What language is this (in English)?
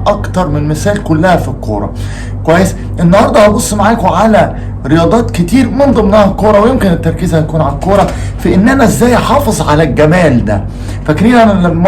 Egyptian Arabic